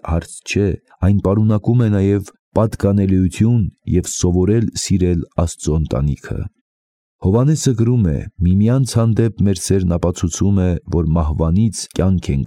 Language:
Armenian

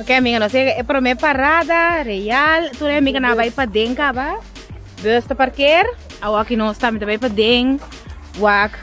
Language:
Papiamento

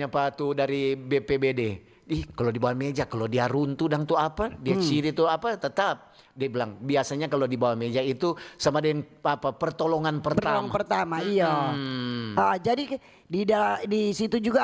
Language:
Manado Malay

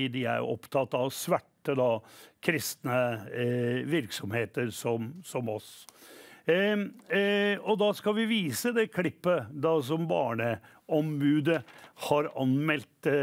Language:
Norwegian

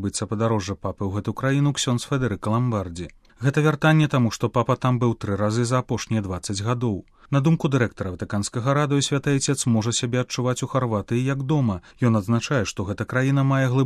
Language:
Belarusian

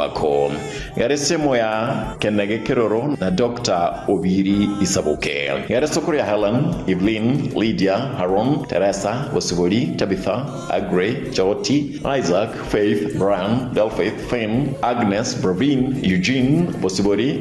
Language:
Gusii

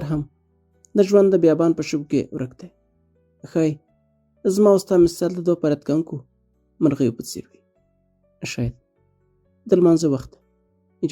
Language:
Pashto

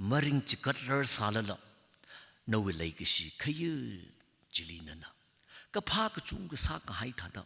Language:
Tangkhul Naga (India)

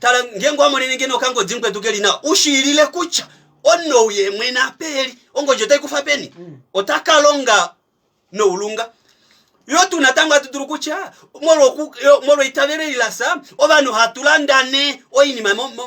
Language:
Kuanyama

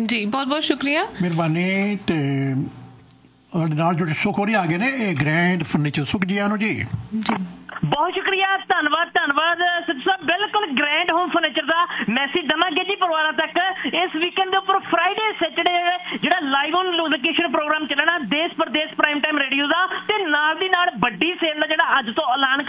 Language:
Punjabi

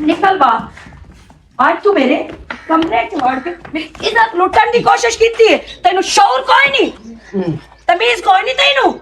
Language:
Western Panjabi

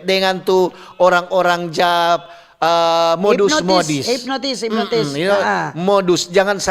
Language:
Manado Malay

